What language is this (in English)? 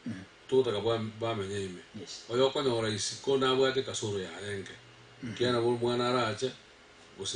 Gusii